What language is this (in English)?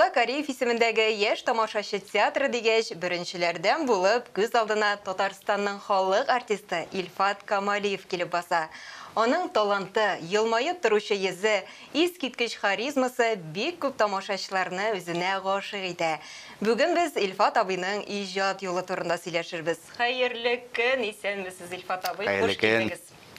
Tatar